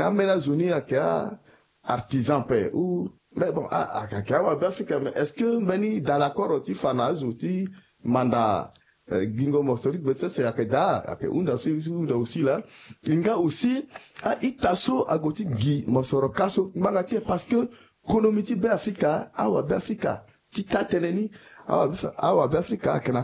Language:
Sango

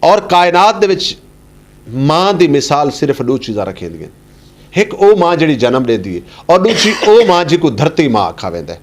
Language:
Saraiki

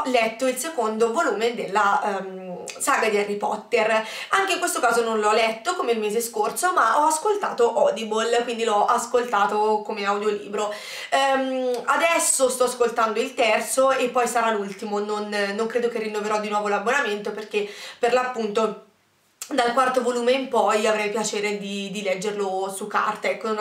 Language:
Italian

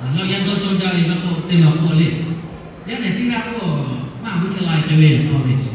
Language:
Lahu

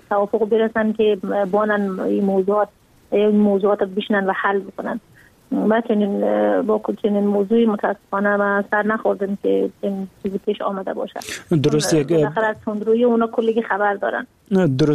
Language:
Persian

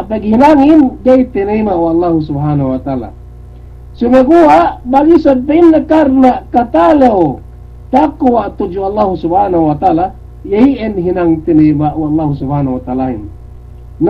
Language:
Yakan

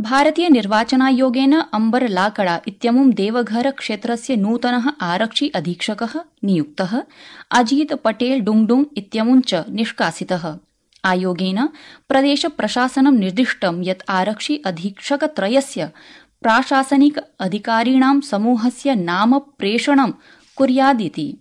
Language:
Sanskrit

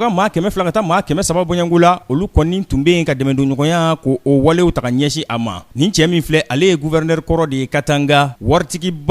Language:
Bambara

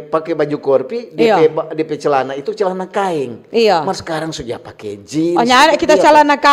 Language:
Manado Malay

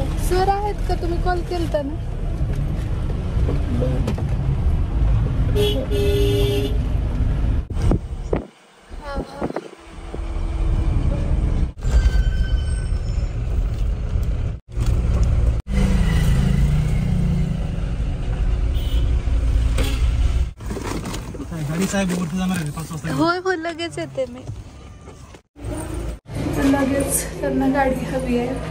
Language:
Marathi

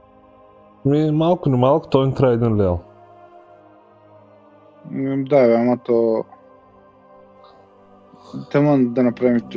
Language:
Bulgarian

